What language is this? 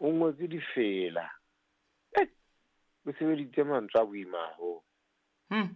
Southern Sotho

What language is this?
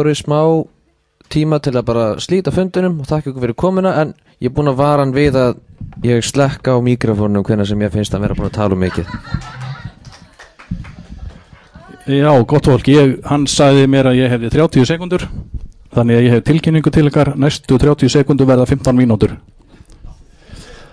Icelandic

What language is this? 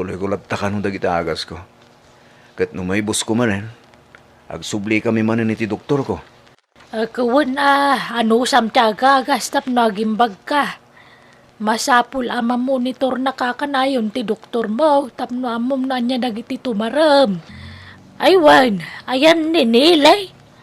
Iloko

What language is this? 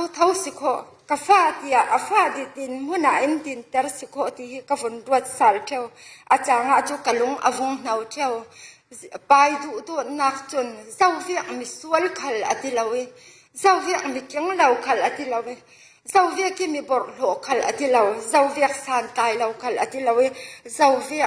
Falam Chin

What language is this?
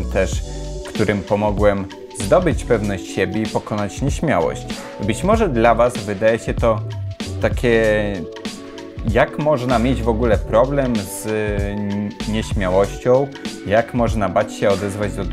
Polish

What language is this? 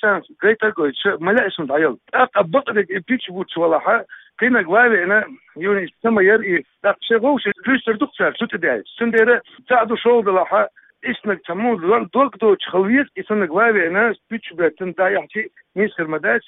Chechen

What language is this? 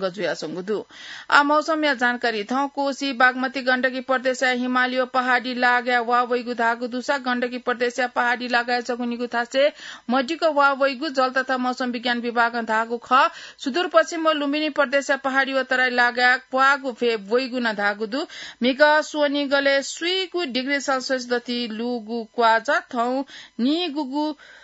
Newari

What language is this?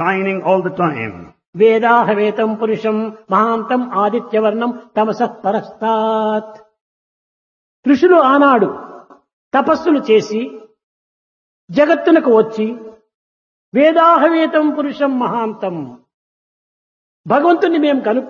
Telugu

